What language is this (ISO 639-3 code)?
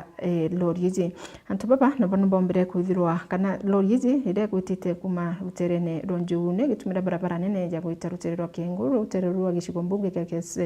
mer